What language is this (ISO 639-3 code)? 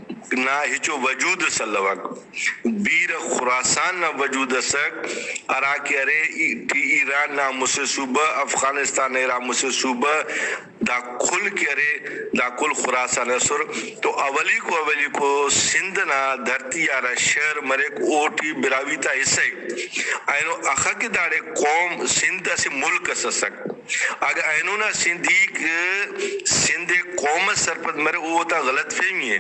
brh